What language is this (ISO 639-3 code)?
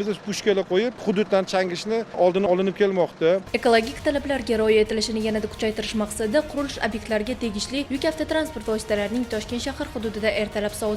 uzb